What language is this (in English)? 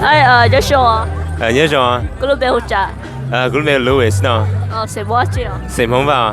Hmong